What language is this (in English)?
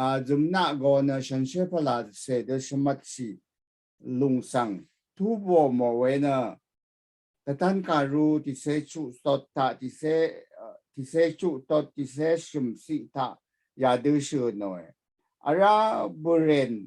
Rawang